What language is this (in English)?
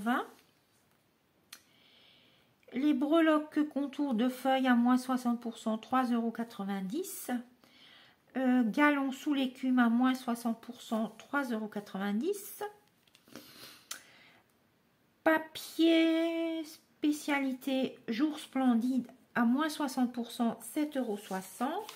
French